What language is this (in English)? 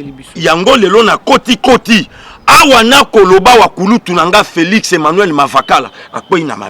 Lingala